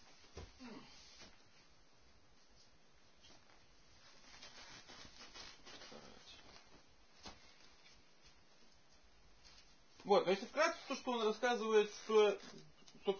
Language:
Russian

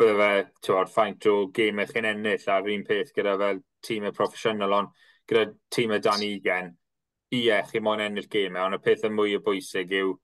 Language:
Welsh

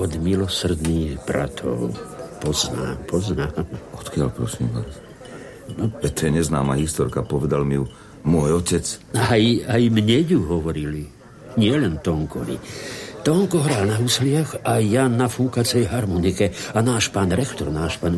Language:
Slovak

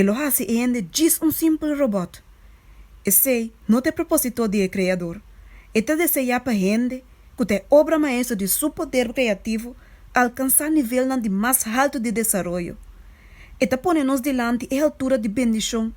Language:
Papiamento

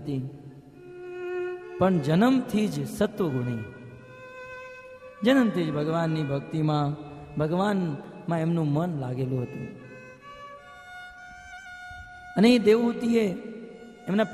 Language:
Gujarati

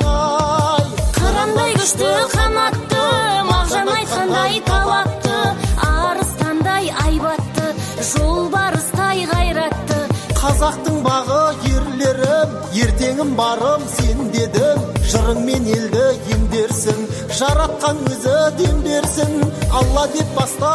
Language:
Kazakh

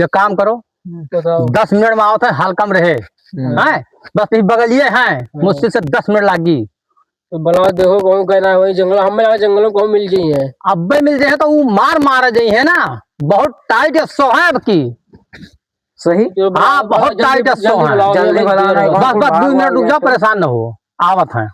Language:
Awadhi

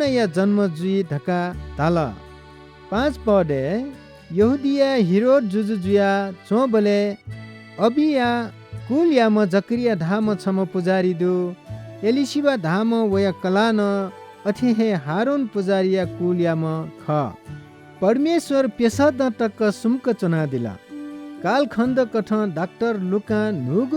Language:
Newari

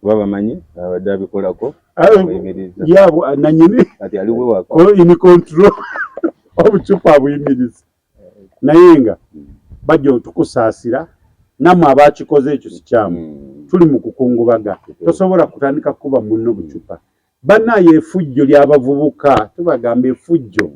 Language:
Ganda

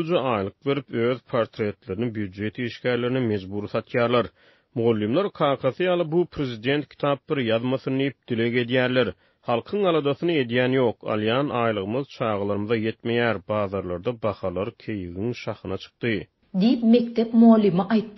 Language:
Turkmen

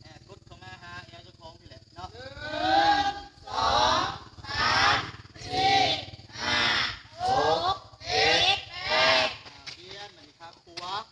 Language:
Lao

